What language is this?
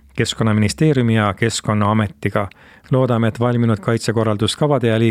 Estonian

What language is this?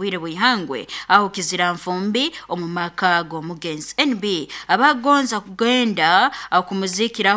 Nyoro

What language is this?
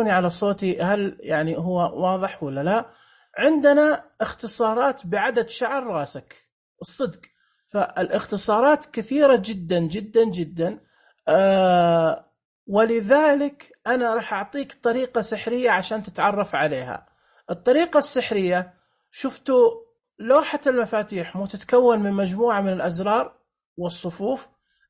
Najdi Arabic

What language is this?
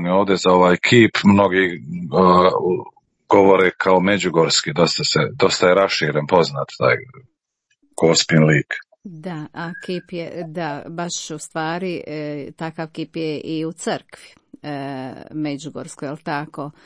Croatian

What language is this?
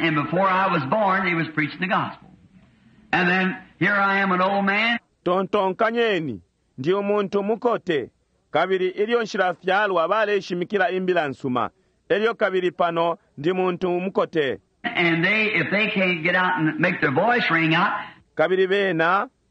Bemba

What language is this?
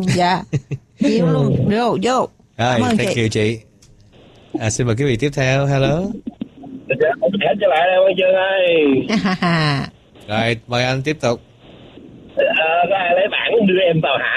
Vietnamese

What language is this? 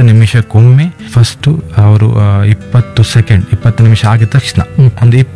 Kannada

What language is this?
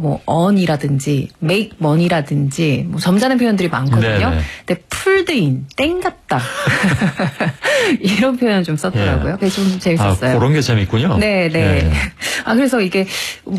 Korean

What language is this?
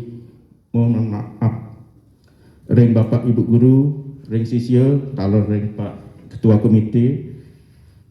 Balinese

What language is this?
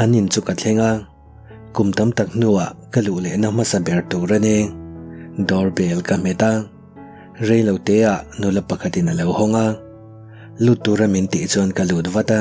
Mizo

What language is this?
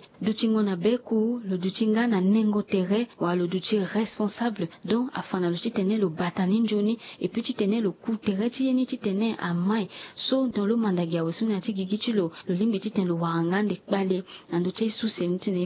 Sango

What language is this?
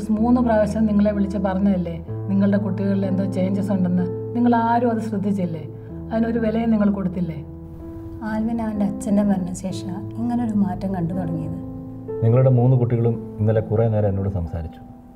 Malayalam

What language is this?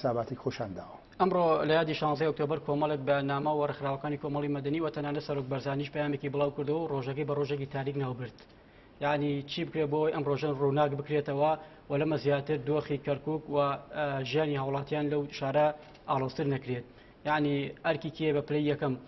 Central Kurdish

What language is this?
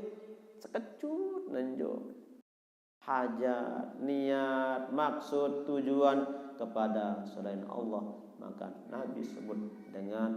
Sasak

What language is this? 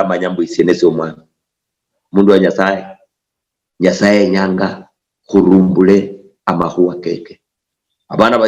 Luyia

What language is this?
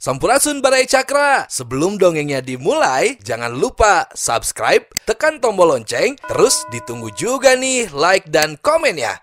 Sundanese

